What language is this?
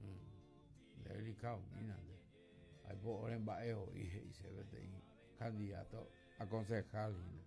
Guarani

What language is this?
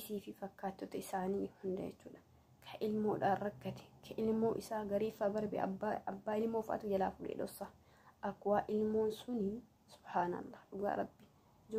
Oromo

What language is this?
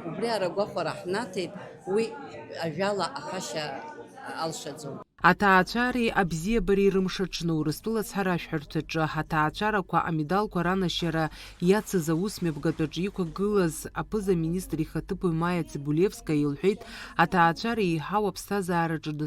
Abkhazian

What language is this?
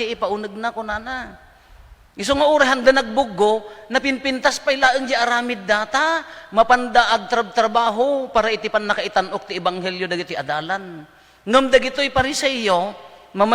Iloko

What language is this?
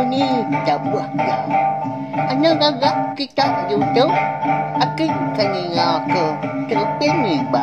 Iban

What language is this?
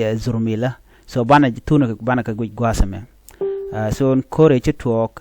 Nuer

